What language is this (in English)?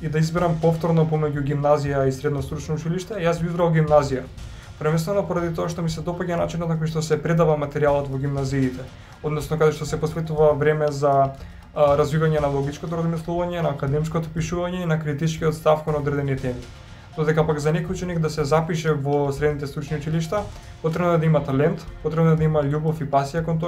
Macedonian